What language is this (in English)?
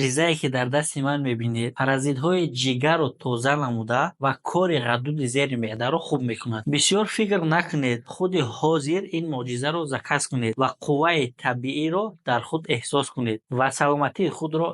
Tajik